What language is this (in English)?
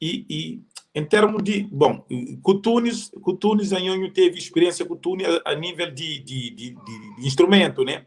Kabuverdianu